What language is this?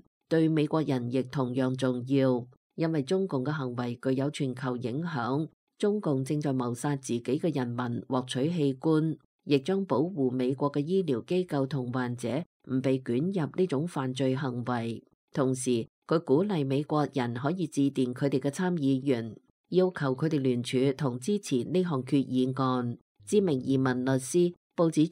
Cantonese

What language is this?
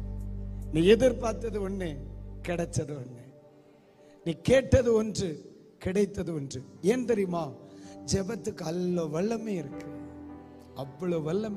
Tamil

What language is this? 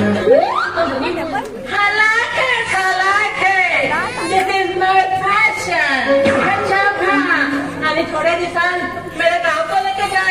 Konkani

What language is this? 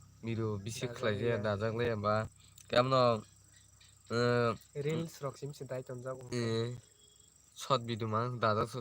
Kok Borok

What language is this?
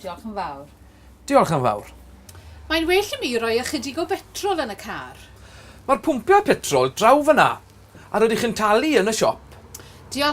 Welsh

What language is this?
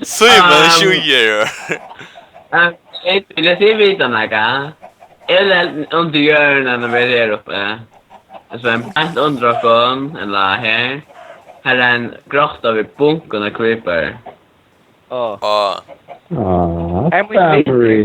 Faroese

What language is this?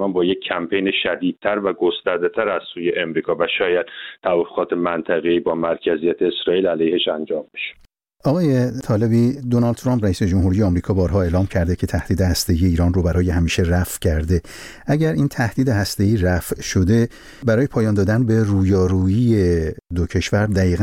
Persian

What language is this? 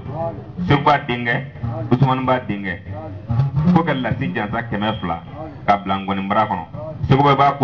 Bambara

